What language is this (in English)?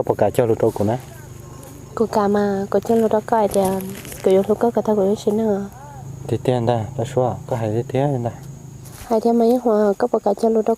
Hmong